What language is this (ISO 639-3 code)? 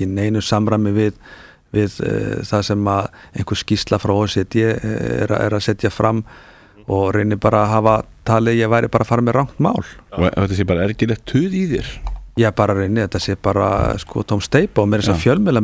isl